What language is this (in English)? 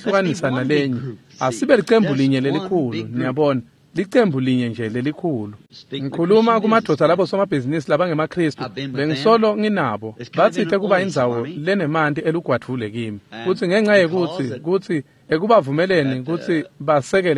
Swati